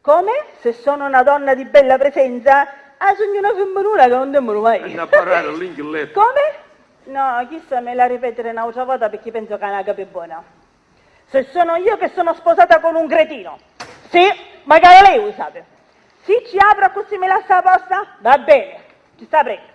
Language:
Sicilian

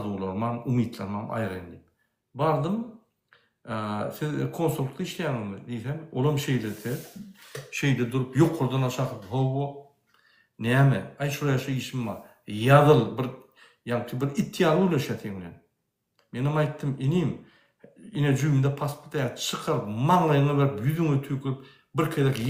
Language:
Turkmen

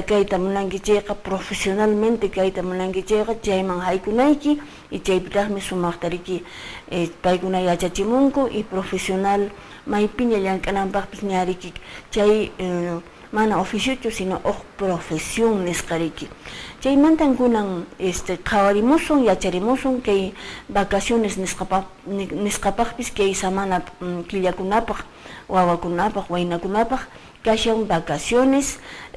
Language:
Quechua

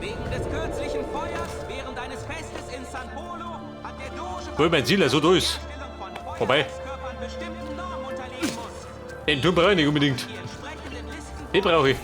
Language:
Bavarian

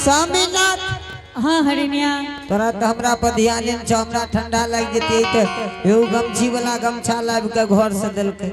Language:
Angika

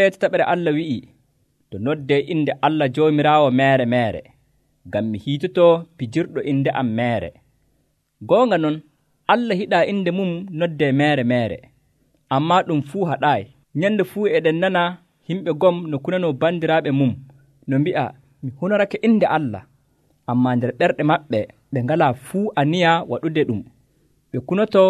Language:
Nigerian Fulfulde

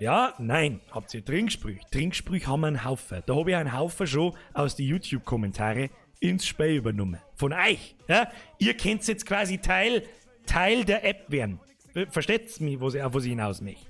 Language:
Bavarian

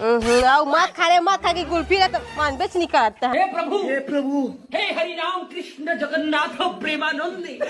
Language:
Chhattisgarhi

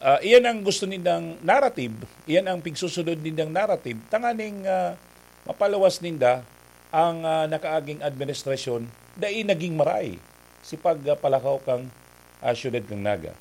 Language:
Bikol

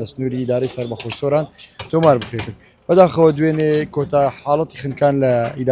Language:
Central Kurdish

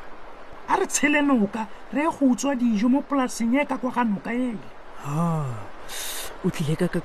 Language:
Tswana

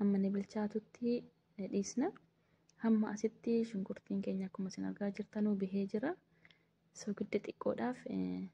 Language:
Oromo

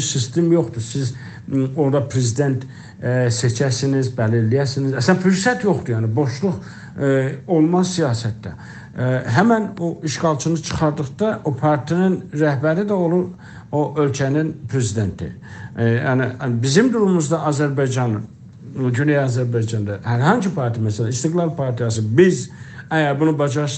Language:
South Azerbaijani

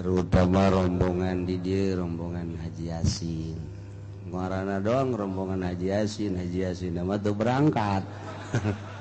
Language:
Sundanese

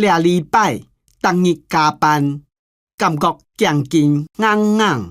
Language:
Hakka Chinese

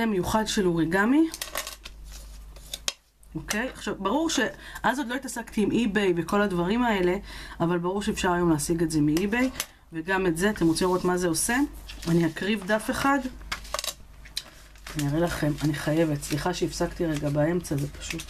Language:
Hebrew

